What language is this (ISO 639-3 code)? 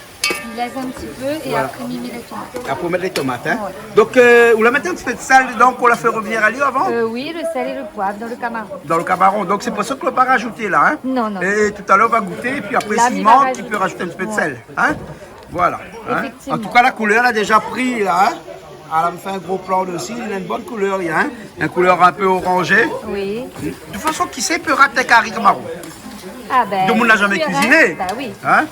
rcf